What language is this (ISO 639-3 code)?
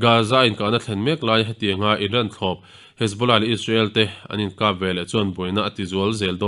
lus